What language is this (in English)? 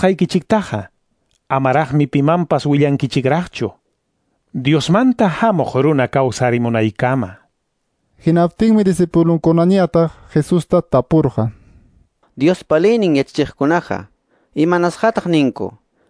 Quechua